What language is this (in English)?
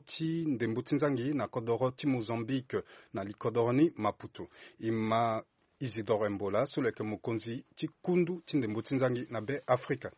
Sango